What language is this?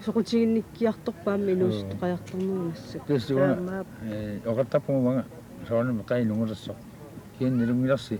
Kalaallisut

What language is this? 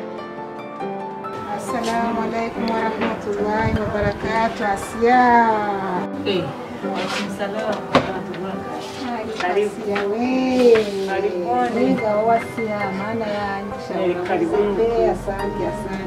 Kinyarwanda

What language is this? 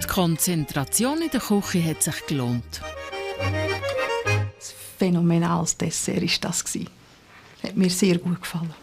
Swiss German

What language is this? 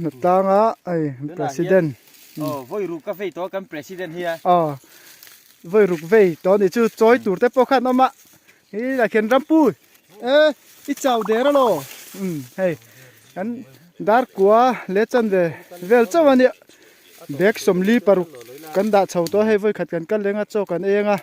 Mizo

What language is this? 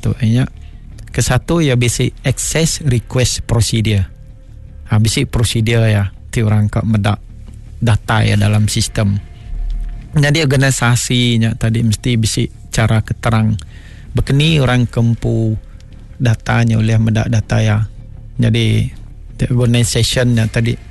Iban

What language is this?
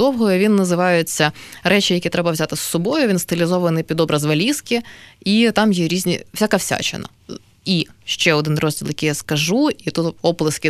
Ukrainian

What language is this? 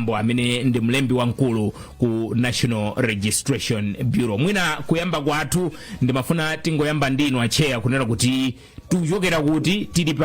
Nyanja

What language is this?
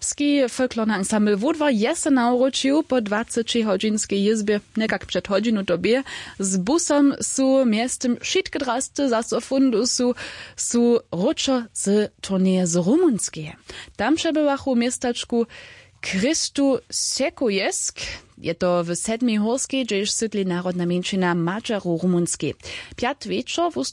Upper Sorbian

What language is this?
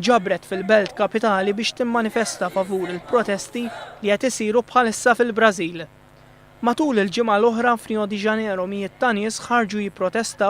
Maltese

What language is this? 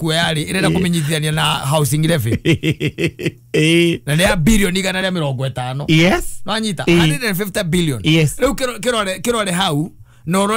Kikuyu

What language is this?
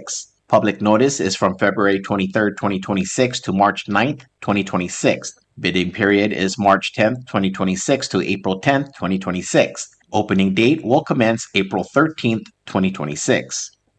Palauan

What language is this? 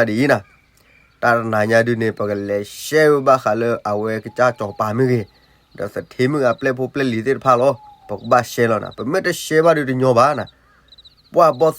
S'gaw Karen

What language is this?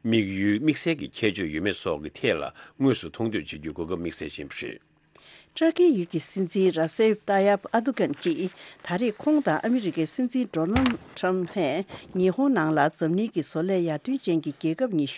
Tibetan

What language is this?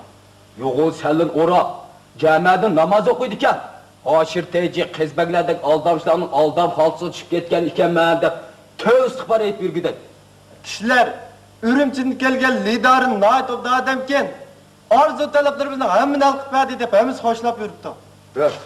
Uyghur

